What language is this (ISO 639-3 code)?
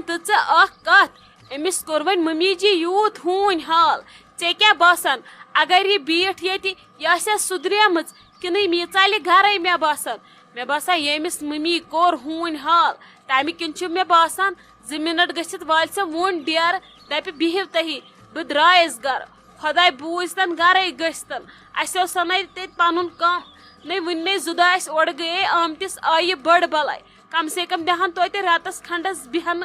kas